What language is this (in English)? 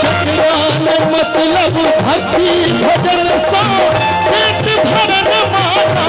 Maithili